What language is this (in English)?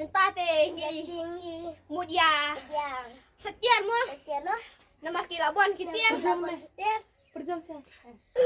Khasi